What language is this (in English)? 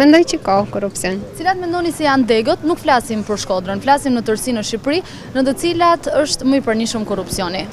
Albanian